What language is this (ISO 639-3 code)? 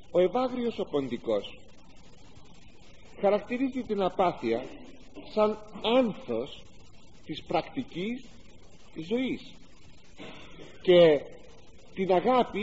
ell